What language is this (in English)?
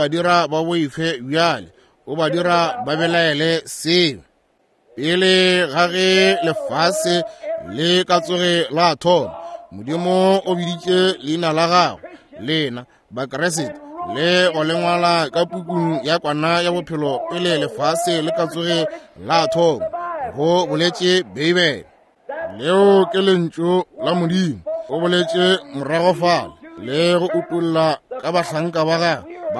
Northern Sotho